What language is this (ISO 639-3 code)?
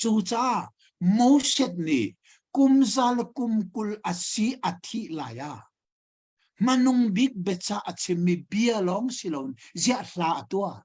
cnh